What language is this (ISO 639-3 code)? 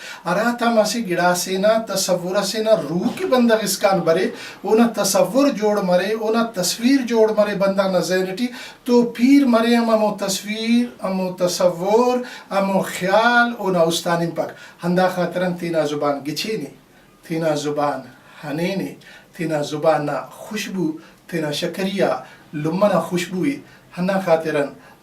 brh